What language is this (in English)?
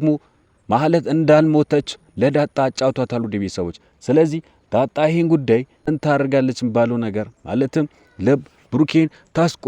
Amharic